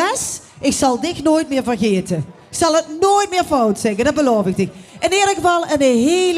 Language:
Limburgish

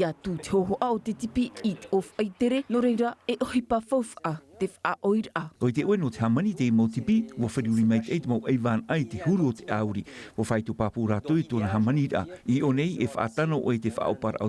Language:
Tahitian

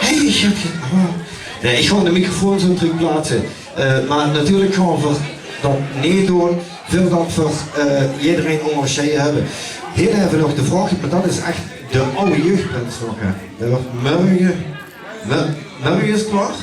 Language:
Limburgish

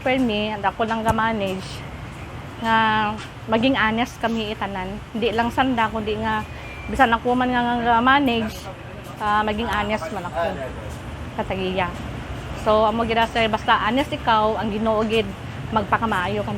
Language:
Kinaray-a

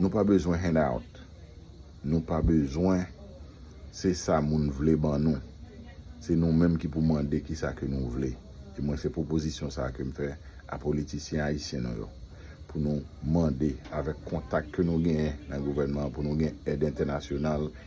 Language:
Haitian Creole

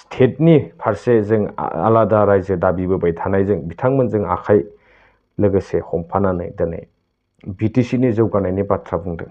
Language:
Bodo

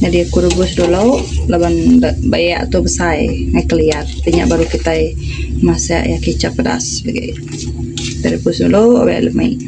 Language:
Iban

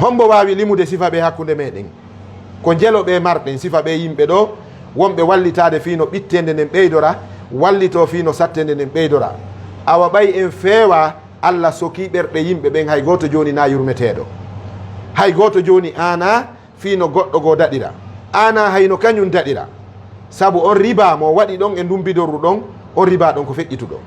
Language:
Fula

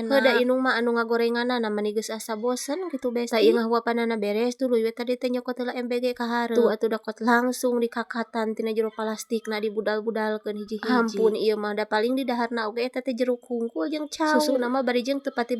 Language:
Sundanese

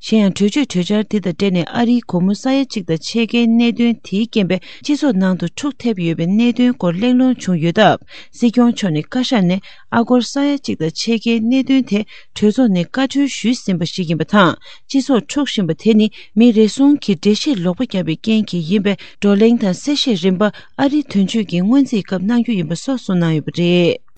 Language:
Tibetan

